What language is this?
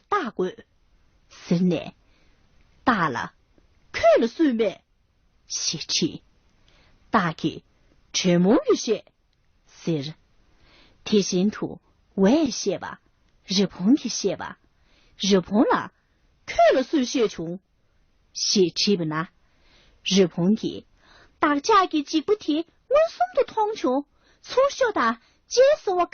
Tibetan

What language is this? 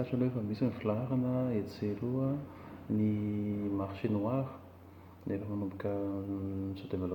Malagasy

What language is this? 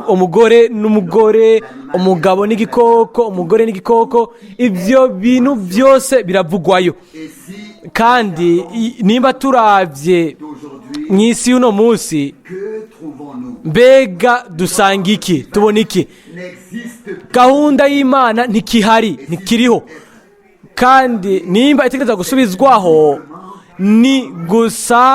Rundi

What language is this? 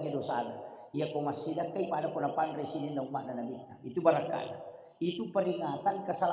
Buginese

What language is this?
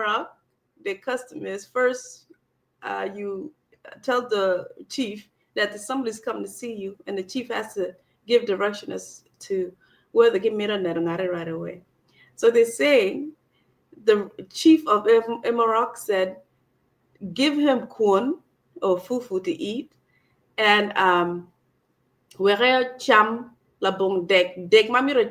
Acoli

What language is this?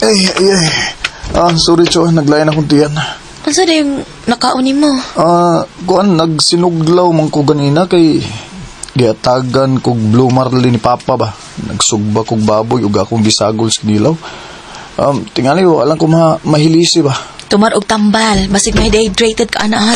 Cebuano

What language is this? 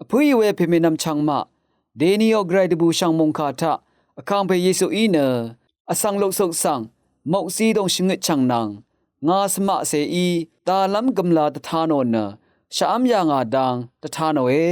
Rawang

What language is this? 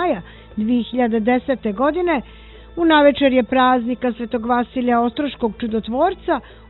Serbian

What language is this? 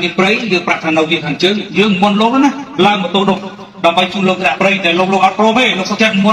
Khmer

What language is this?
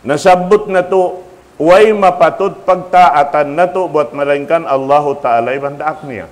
Tausug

